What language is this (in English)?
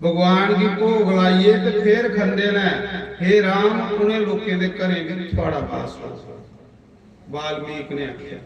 Dogri